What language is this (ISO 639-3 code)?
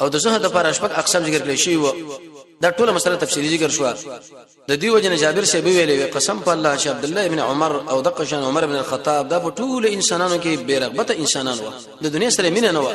pus